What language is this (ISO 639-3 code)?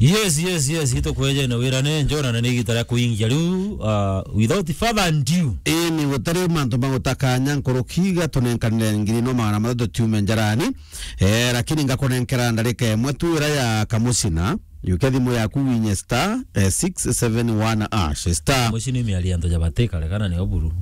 mer